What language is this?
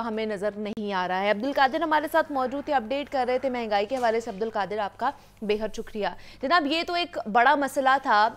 Urdu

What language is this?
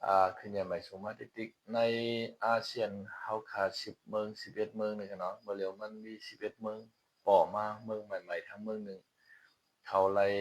Shan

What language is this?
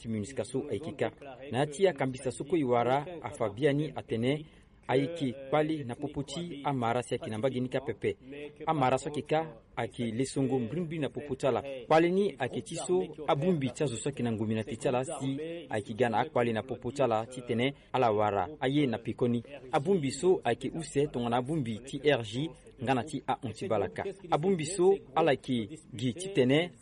Sango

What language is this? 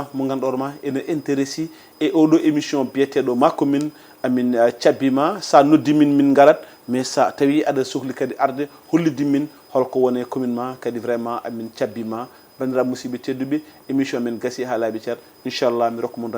Fula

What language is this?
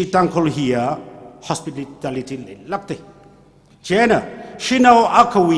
Tangkhul Naga (India)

